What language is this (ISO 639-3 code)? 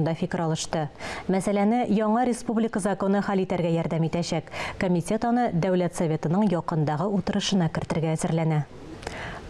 tat